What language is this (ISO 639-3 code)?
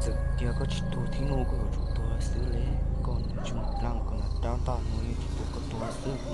hmn